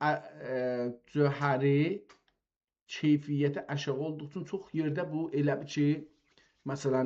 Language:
South Azerbaijani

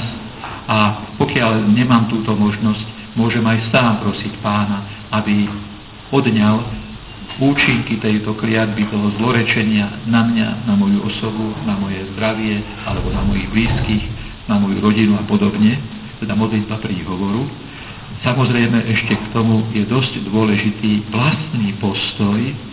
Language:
Slovak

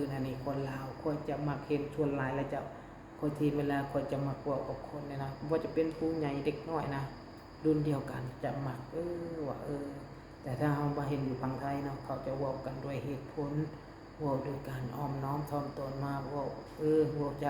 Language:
Lao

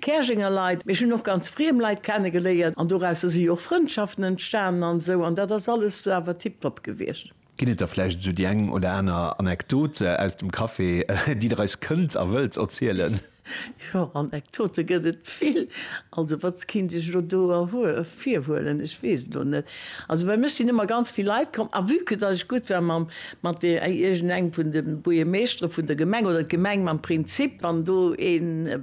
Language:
Luxembourgish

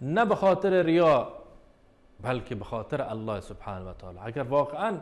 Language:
Baluchi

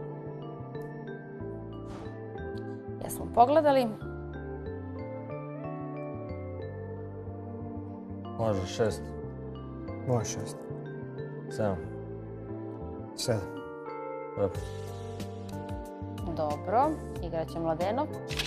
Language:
Serbian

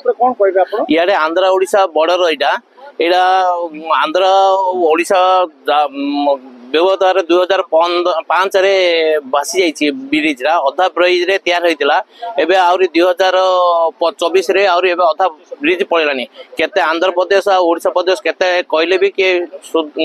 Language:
Odia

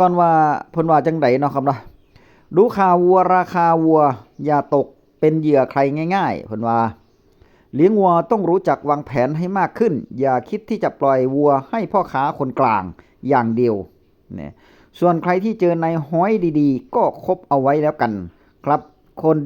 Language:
Northeastern Thai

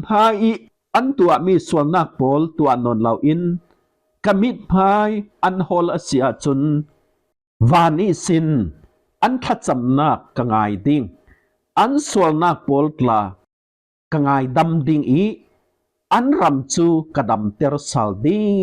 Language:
Falam Chin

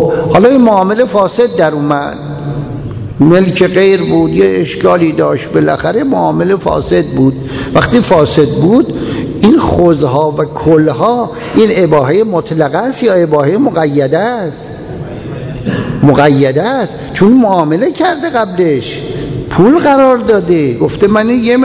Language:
Persian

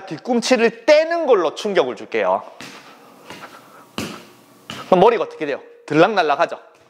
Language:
Korean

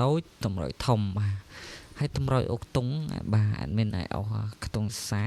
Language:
Khmer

